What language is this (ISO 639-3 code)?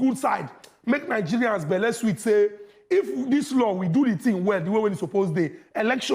pcm